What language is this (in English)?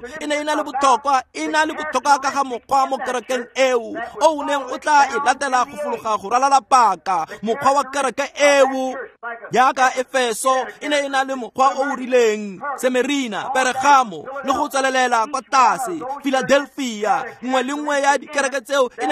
Tswana